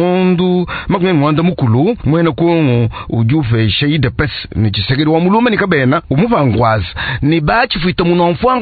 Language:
Luba-Lulua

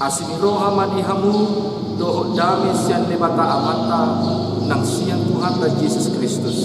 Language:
Batak Toba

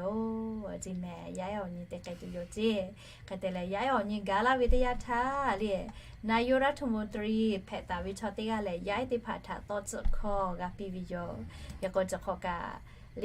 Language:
Lahu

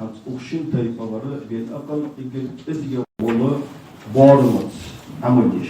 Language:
Ingush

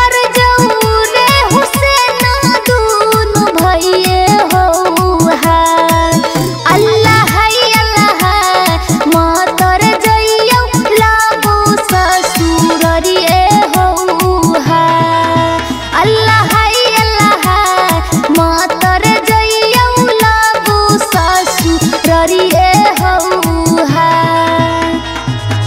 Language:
Bhojpuri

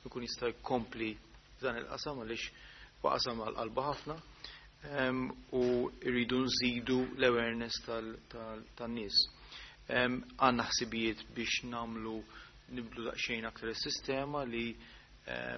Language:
Maltese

